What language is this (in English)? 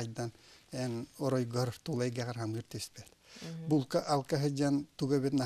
Yakut